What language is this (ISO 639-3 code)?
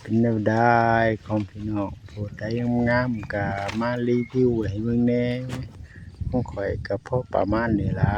lao